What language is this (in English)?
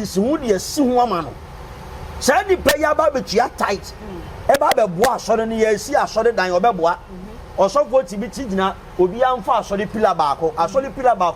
Akan